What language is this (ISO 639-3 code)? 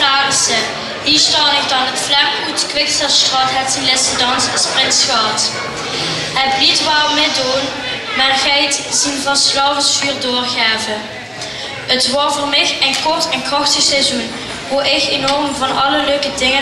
lim